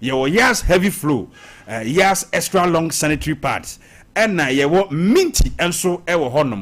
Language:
Akan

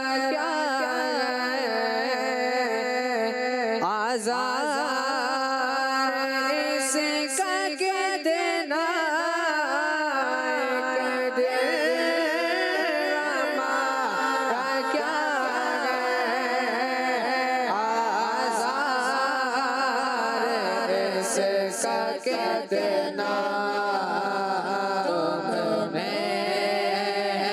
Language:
Hindi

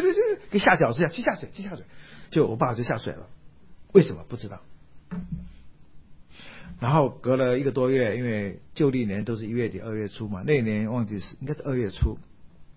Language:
Chinese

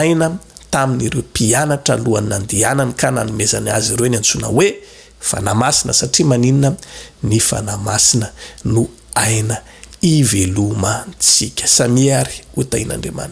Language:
Malagasy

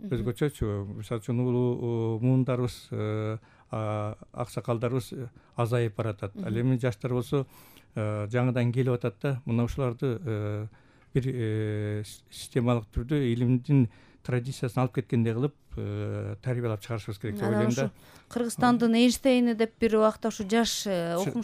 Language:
Kyrgyz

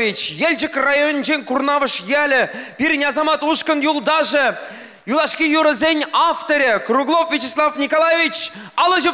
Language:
Chuvash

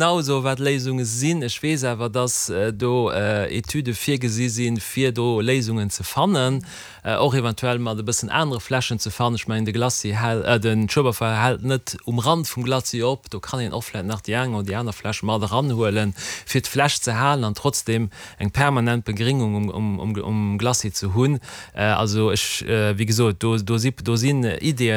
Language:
Luxembourgish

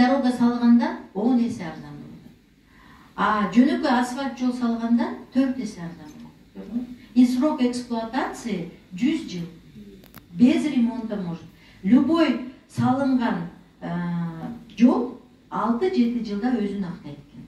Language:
Kyrgyz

